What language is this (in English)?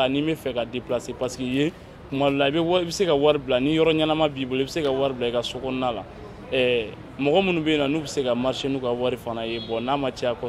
Bambara